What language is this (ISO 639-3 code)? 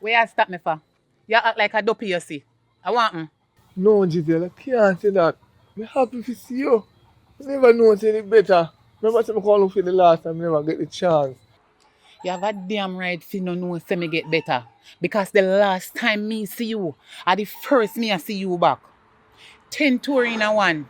jam